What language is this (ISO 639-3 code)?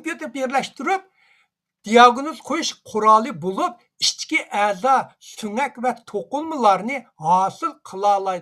uig